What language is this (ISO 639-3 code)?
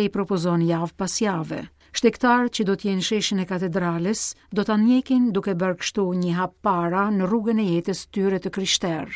sqi